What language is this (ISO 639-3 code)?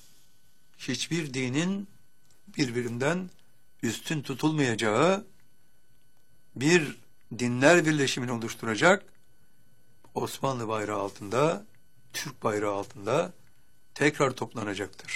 tur